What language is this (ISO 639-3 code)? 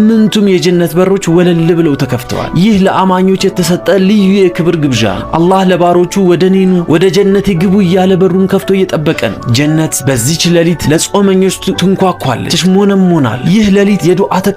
amh